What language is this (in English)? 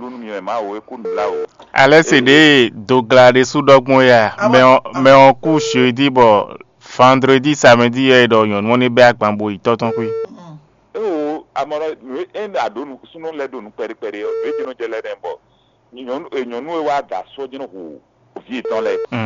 Fon